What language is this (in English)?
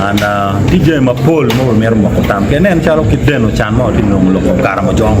Acoli